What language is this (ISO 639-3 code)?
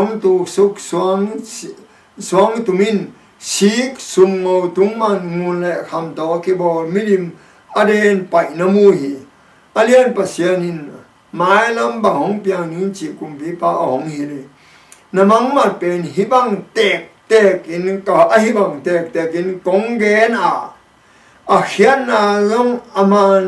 ctd